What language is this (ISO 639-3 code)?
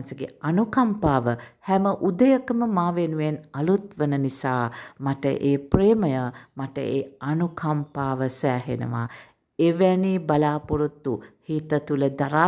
sin